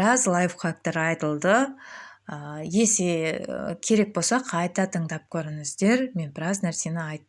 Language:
Kazakh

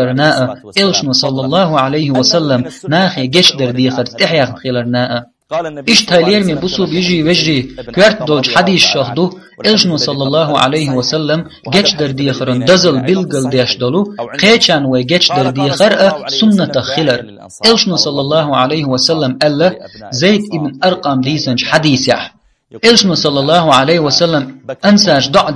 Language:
Chechen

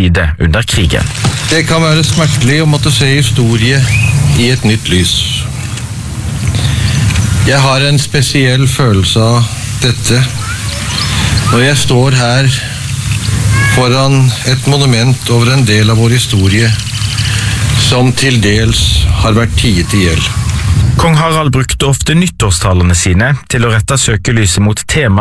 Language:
Norwegian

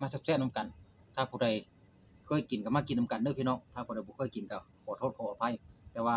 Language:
Lao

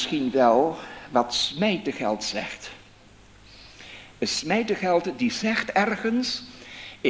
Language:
Dutch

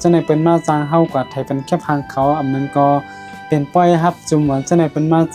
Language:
Shan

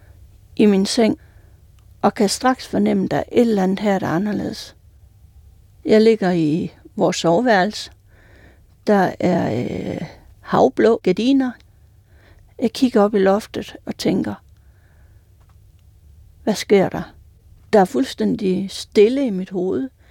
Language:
Danish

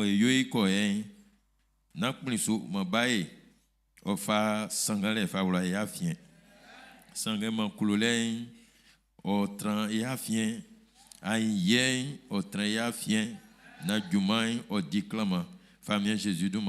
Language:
Baoulé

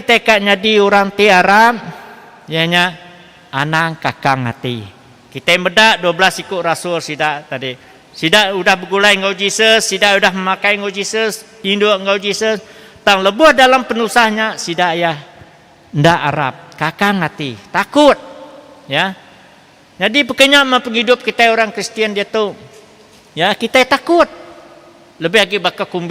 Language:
Iban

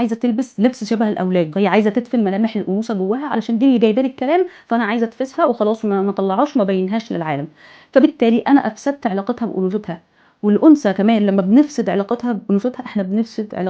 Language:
Egyptian Arabic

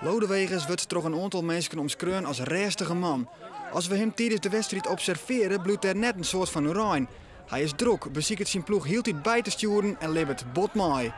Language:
Western Frisian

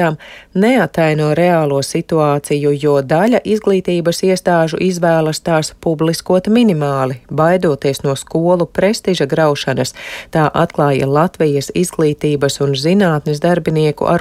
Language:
Latvian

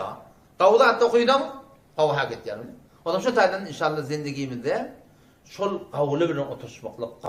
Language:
Turkmen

